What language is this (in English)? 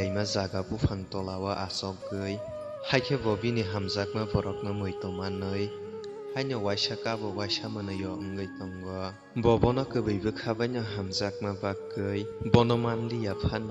Kok Borok